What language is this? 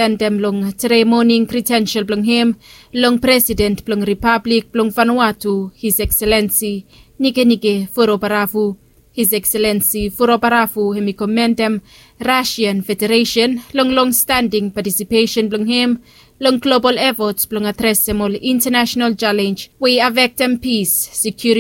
Bislama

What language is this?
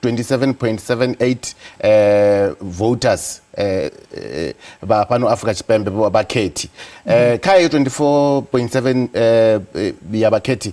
Venda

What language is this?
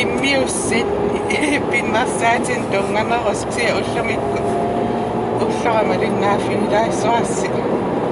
Kalaallisut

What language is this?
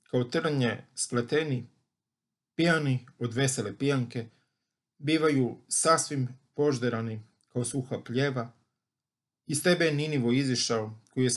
Croatian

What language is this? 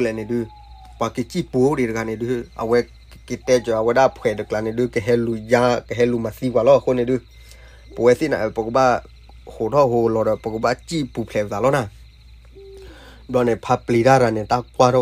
S'gaw Karen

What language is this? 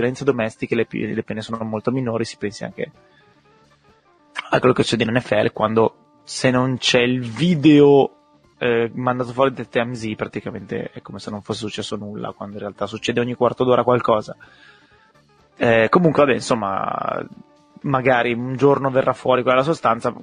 Italian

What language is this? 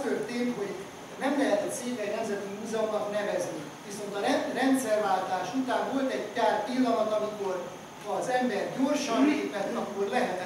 Hungarian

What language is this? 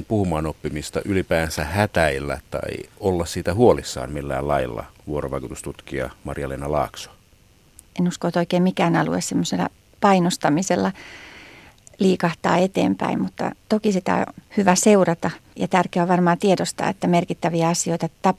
Finnish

